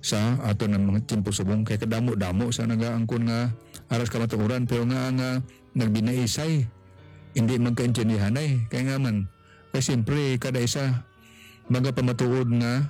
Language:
Hiligaynon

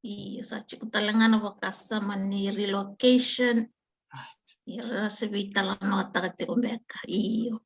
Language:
Fijian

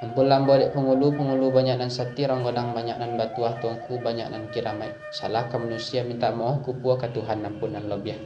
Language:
Minangkabau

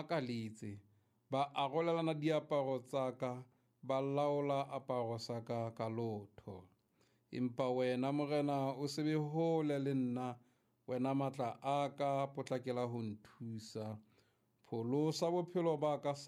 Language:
Southern Sotho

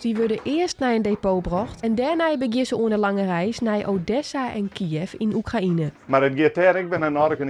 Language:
Western Frisian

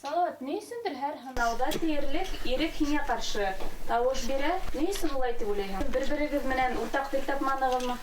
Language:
Bashkir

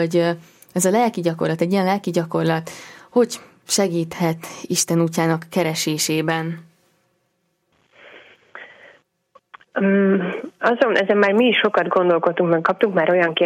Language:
Hungarian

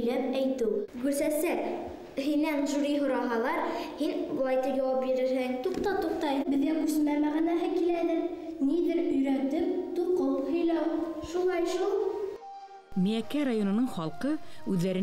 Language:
Bashkir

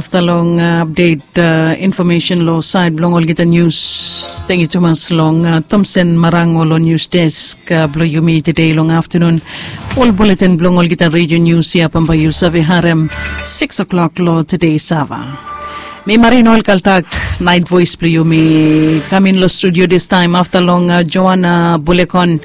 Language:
Bislama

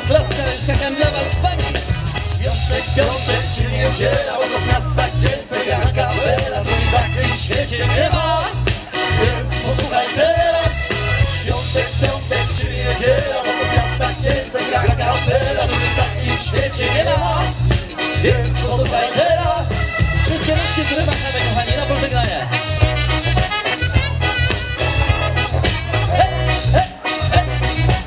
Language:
Polish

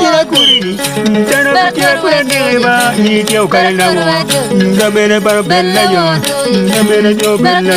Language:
Acoli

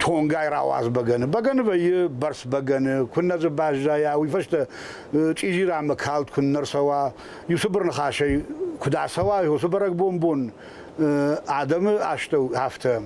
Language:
Ossetic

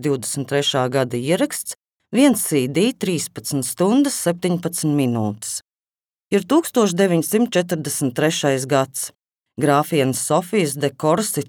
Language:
Latvian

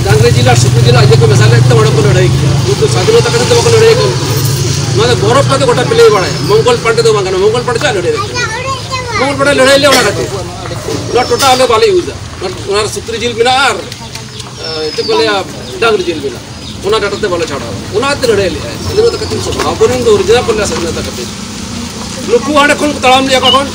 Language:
Santali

